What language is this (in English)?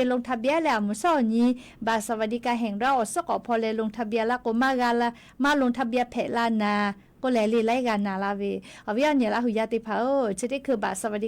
Lahu